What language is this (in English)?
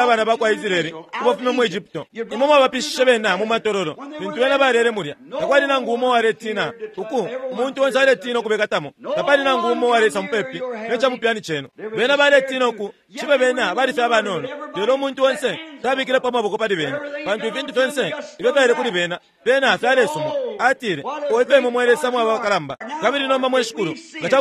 Bemba